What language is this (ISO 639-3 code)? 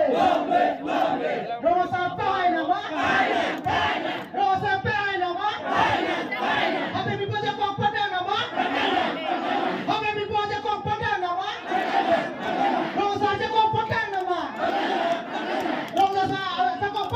mjw